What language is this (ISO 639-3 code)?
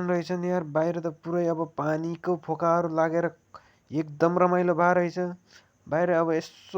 nep